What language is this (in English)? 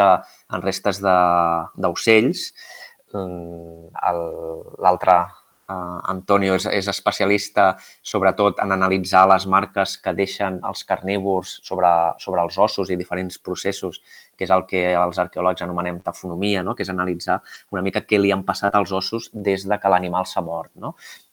Catalan